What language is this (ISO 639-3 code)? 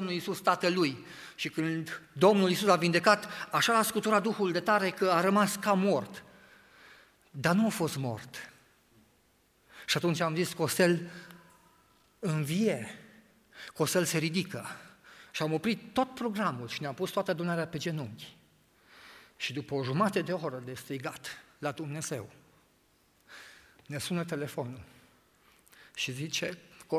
ron